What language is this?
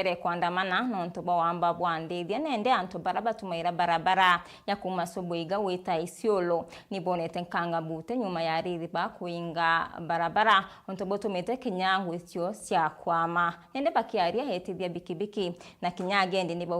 Meru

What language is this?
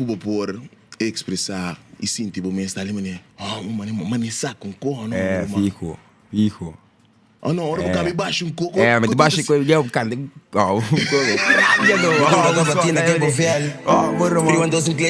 Papiamento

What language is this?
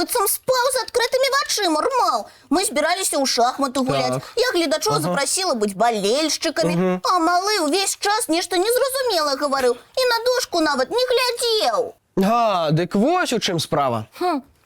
Belarusian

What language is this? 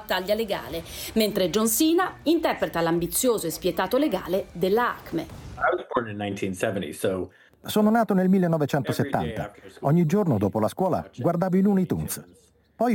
Italian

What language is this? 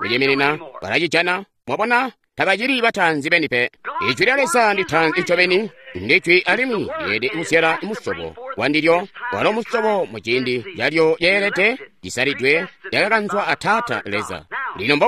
Tonga (Zambia)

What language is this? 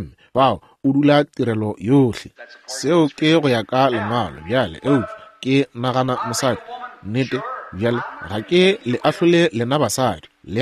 Northern Sotho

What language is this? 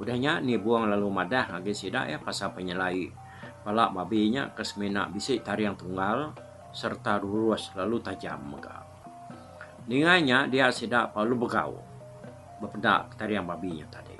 Iban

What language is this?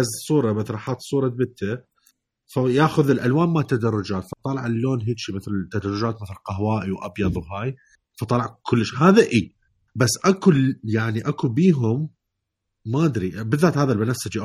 Mesopotamian Arabic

